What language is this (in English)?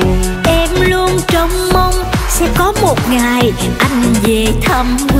Vietnamese